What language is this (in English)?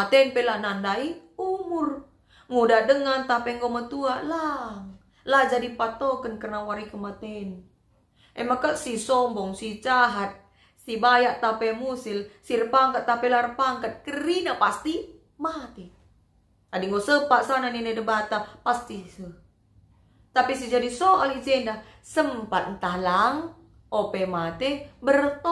Batak Karo